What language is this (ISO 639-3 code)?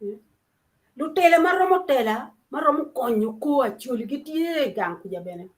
ach